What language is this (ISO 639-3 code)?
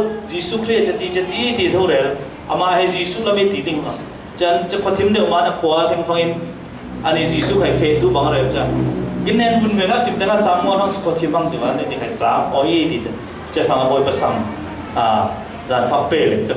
cfm